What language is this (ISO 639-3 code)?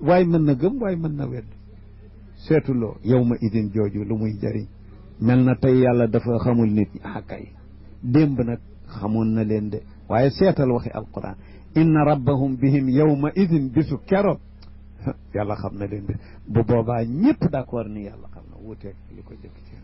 wol